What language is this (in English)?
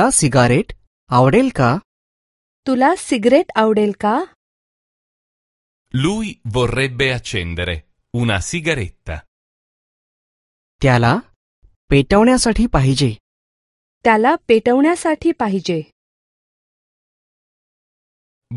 Marathi